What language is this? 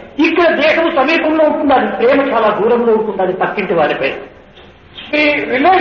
Telugu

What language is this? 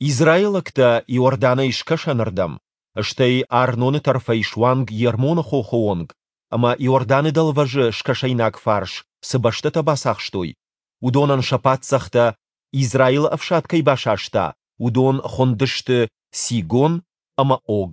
Ossetic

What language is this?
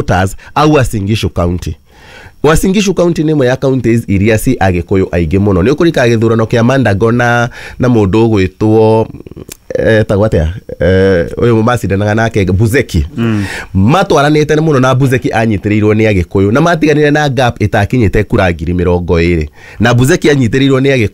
Kikuyu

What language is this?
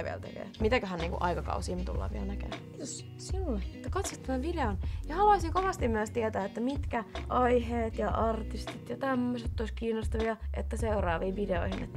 Finnish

